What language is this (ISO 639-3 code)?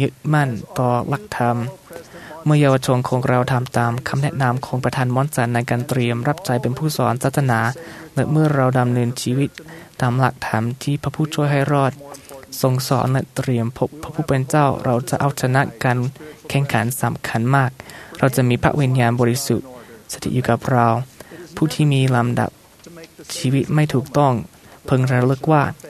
tha